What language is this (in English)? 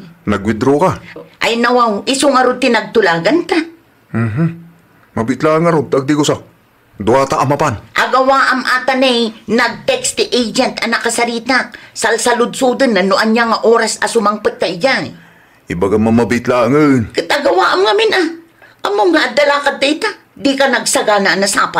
Iloko